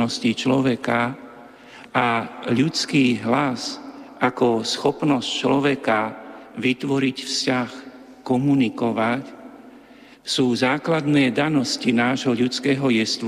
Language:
Slovak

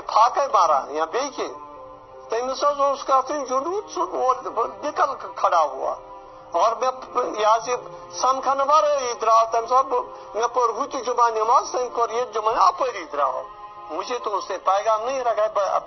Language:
Kashmiri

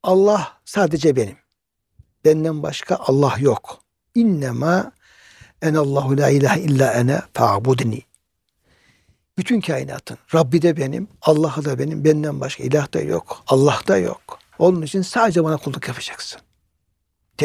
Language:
Turkish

